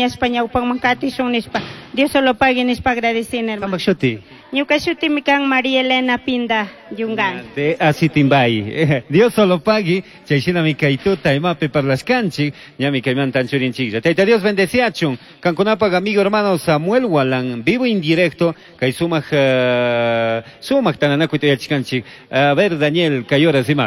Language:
Chimborazo Highland Quichua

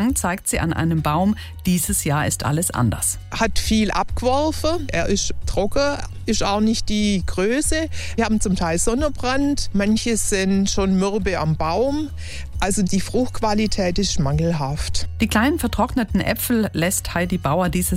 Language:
German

